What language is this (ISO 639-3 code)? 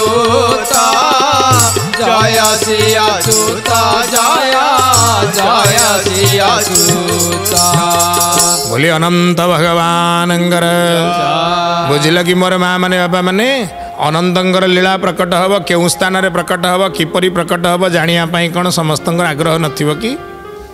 ori